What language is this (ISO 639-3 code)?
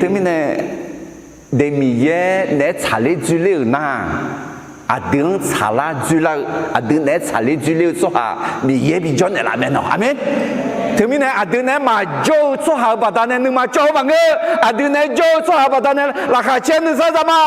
ahk